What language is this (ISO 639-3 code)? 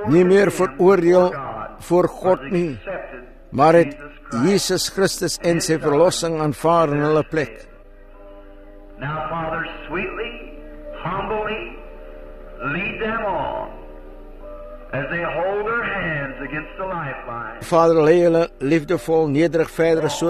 afr